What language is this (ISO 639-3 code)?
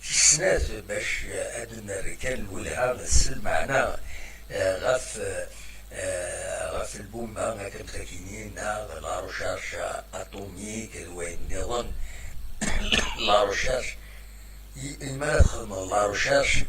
kab